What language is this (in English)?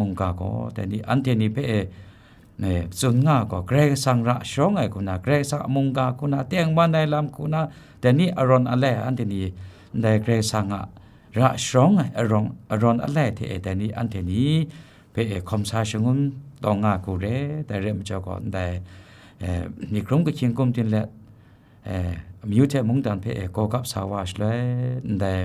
Kachin